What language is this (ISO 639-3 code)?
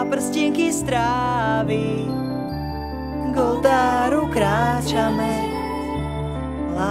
slk